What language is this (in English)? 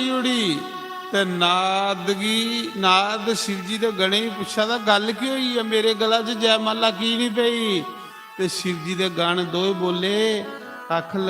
Dogri